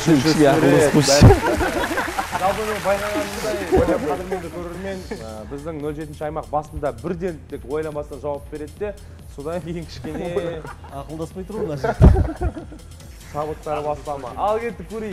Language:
Kazakh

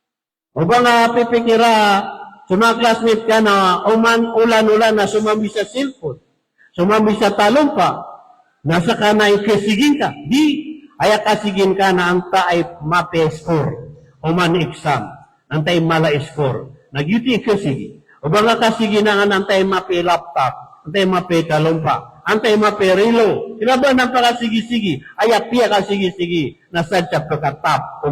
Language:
Maranao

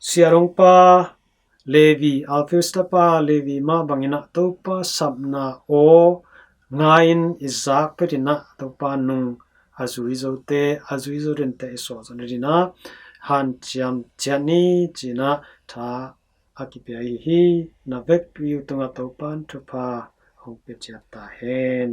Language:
Tedim Chin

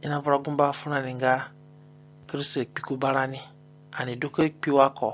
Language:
Zande (individual language)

